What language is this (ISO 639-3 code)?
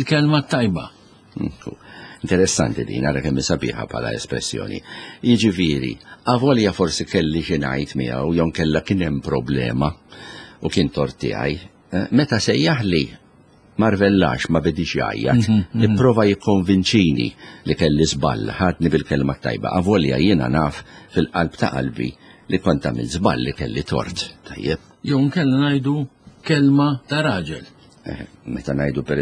mlt